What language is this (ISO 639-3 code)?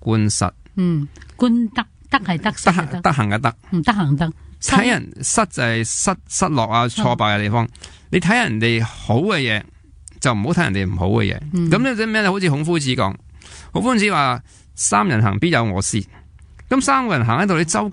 yue